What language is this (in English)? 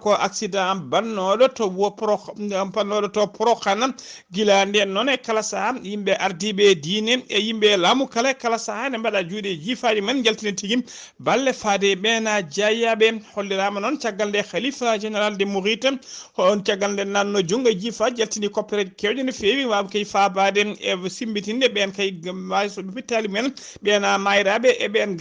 Fula